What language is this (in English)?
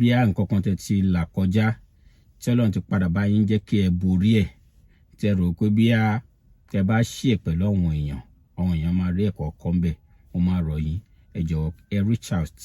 Yoruba